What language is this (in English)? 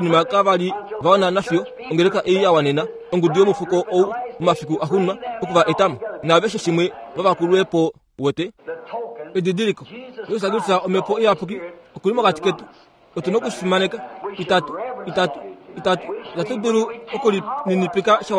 Kuanyama